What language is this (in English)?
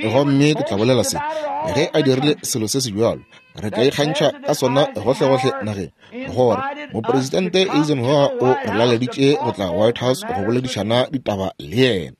Northern Sotho